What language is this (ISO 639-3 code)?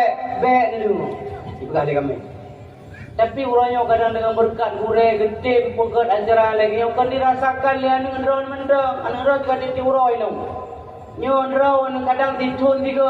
ace